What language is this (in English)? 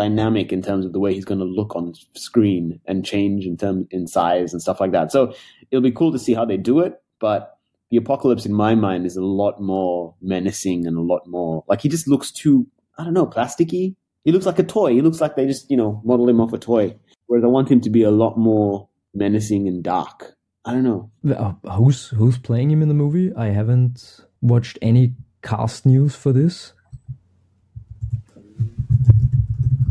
English